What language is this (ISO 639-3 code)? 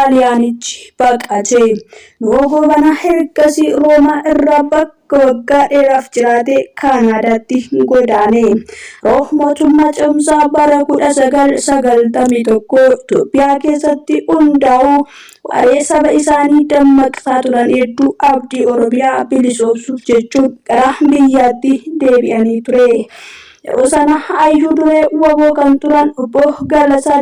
orm